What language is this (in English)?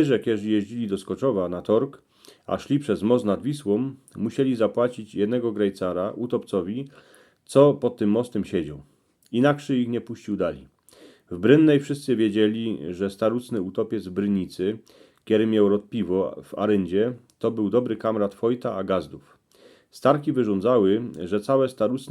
Silesian